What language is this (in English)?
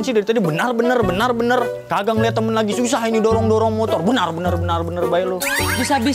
Betawi